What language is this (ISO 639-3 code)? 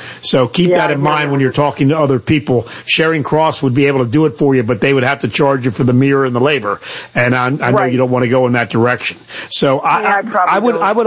eng